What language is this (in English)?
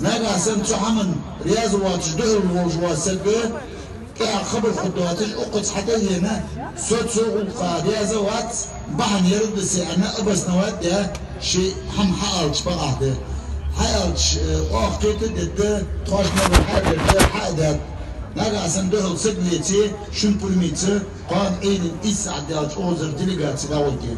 Ingush